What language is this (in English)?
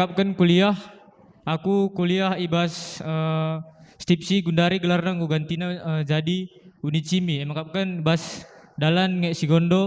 Batak Karo